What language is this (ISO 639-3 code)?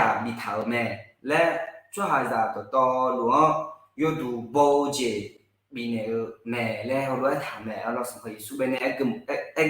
ahk